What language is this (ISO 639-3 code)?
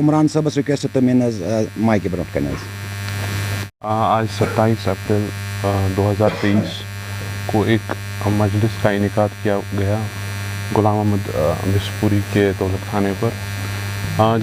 kas